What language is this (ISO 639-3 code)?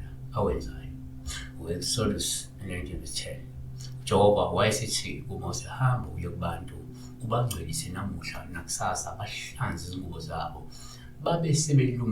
zul